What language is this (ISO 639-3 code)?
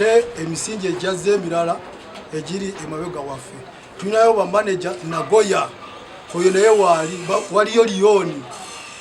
nyn